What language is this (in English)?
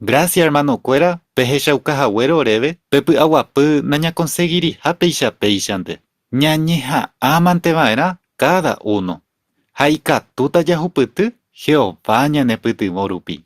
Guarani